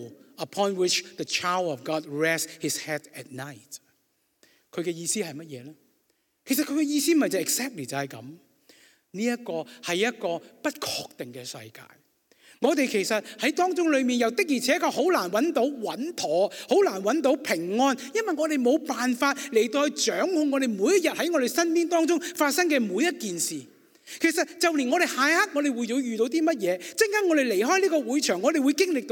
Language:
Cantonese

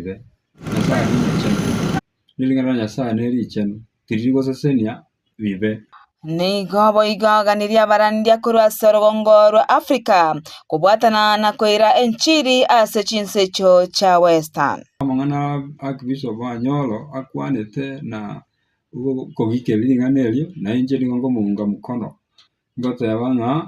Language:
Gusii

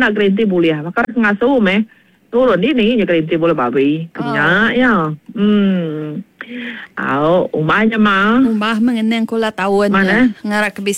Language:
Iban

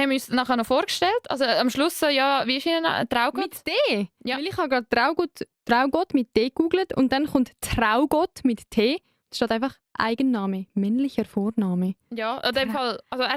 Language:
Swiss German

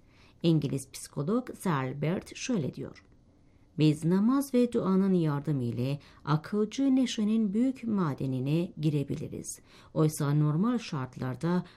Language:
Turkish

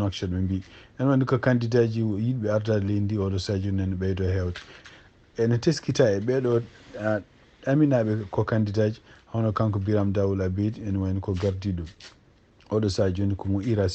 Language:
Fula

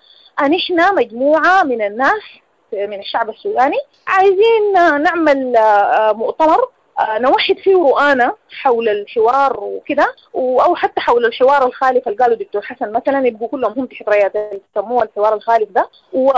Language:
Sudanese Arabic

